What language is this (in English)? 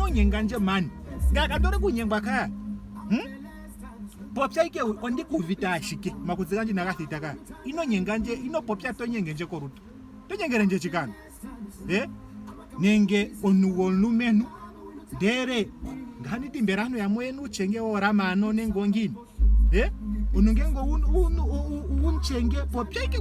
Ndonga